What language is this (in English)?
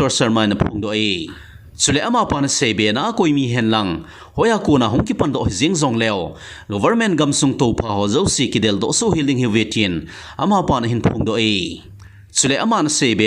Thado Chin